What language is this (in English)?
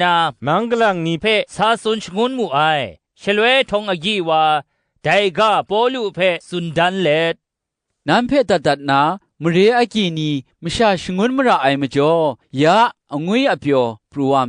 Kachin